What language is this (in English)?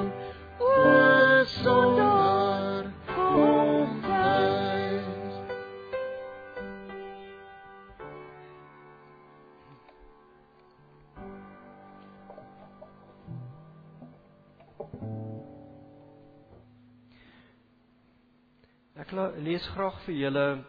Afrikaans